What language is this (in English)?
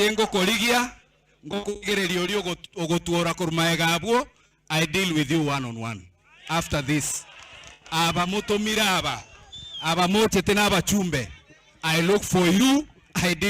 Gusii